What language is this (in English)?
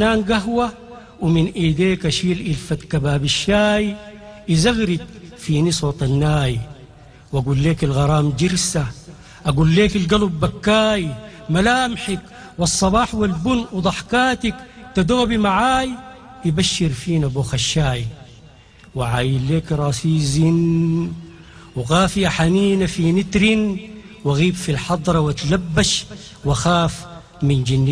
Sudanese Arabic